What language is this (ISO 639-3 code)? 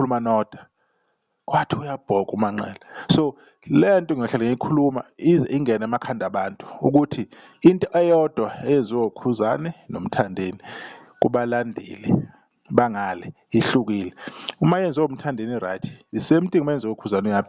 zul